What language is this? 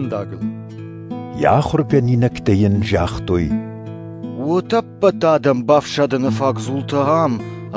Ossetic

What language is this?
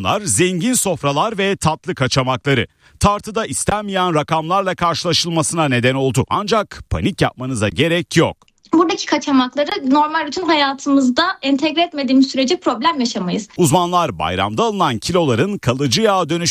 Turkish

